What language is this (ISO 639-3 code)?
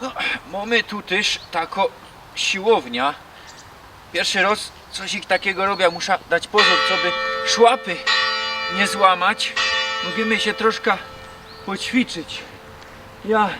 szl